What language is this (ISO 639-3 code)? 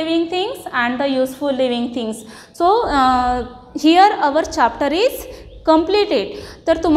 mar